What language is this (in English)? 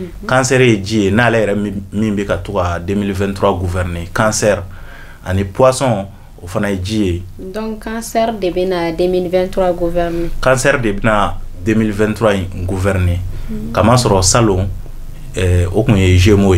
Bambara